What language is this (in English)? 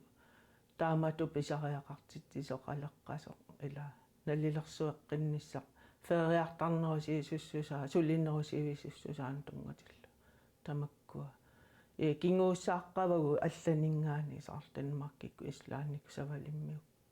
Kalaallisut